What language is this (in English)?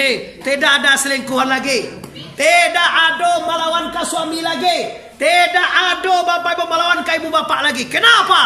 Minangkabau